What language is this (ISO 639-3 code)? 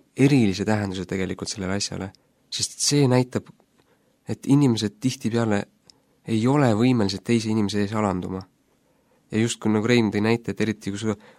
est